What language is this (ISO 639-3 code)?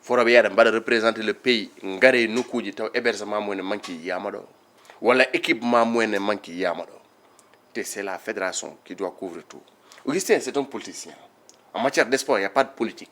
ful